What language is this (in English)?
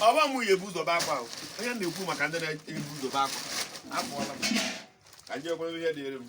Igbo